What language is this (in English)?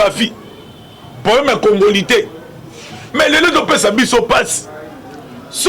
Lingala